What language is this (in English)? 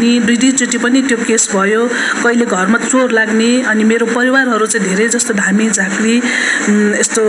Nepali